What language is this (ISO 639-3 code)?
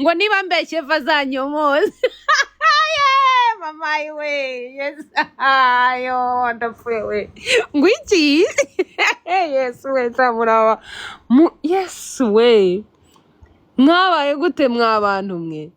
kin